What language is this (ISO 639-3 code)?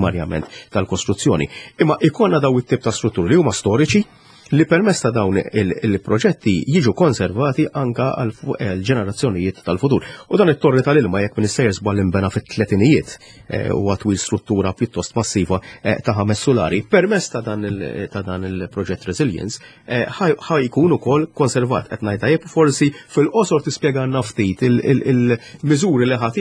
mlt